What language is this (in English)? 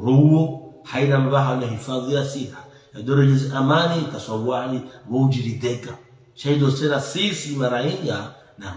Ngazidja Comorian